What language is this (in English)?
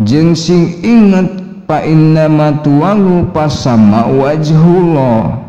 Sundanese